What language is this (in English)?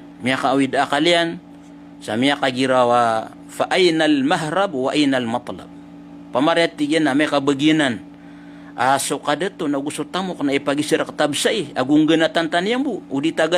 Maranao